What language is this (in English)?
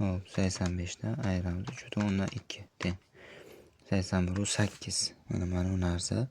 Uzbek